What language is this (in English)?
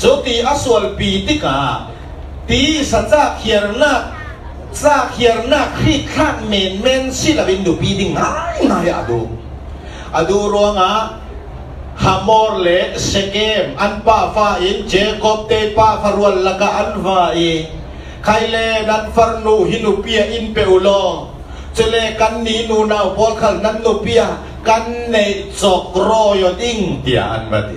Falam Chin